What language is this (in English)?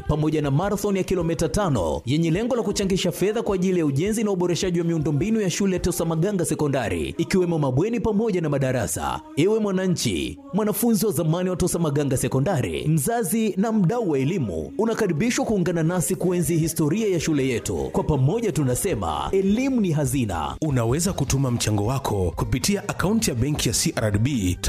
Swahili